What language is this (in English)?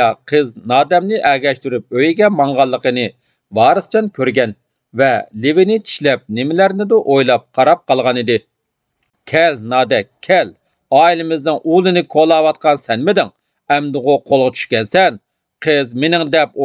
Uyghur